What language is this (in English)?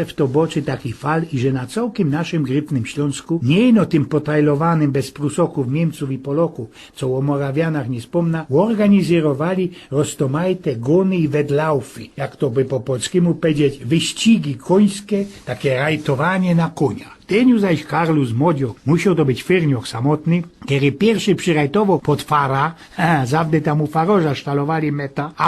Silesian